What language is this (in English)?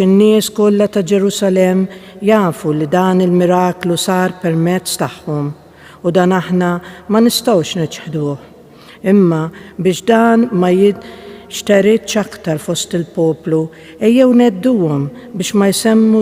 Maltese